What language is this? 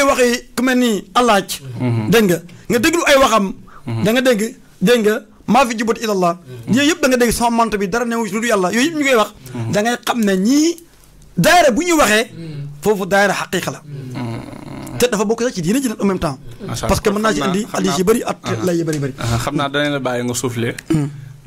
Wolof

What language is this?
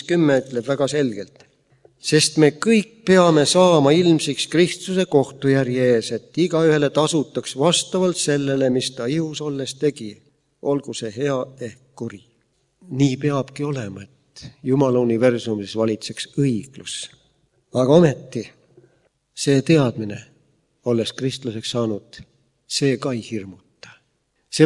Estonian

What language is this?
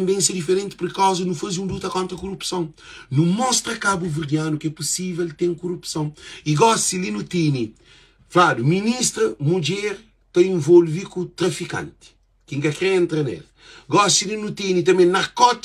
Kabuverdianu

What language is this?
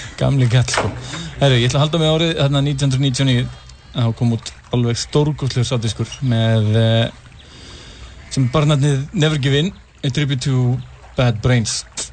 Icelandic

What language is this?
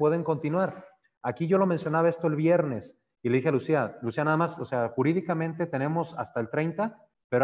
Spanish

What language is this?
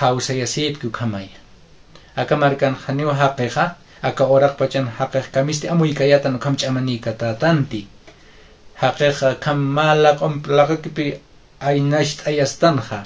Aymara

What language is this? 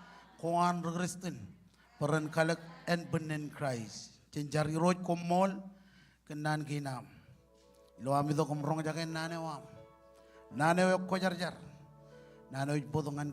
Marshallese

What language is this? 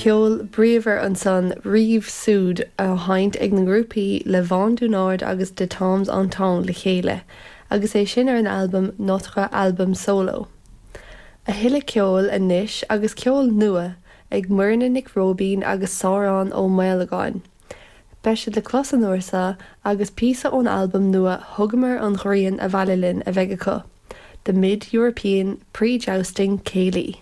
Irish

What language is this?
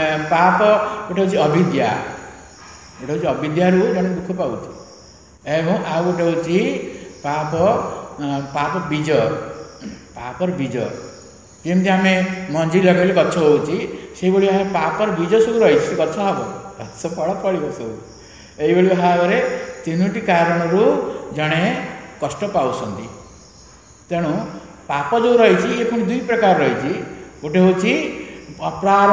Odia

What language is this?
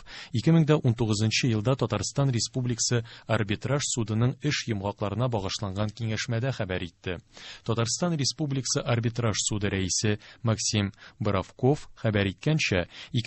Tatar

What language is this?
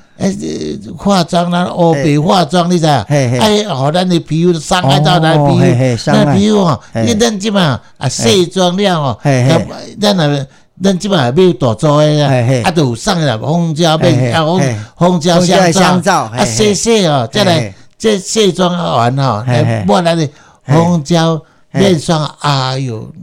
Min Nan Chinese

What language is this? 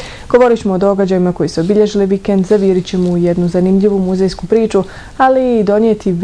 Bosnian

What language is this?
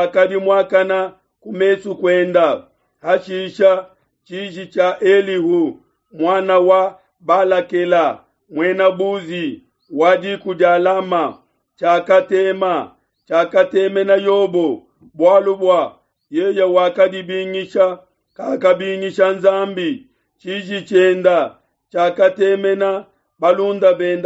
Luba-Lulua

